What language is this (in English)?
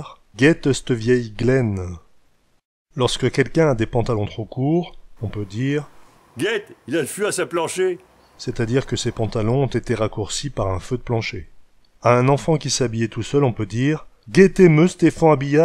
Picard